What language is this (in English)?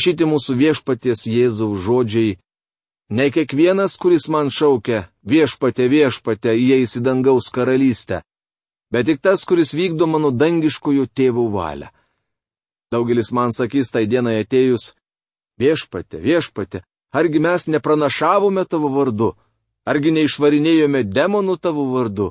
Lithuanian